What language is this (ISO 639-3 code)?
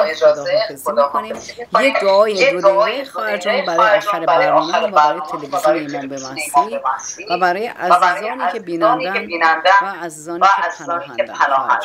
fas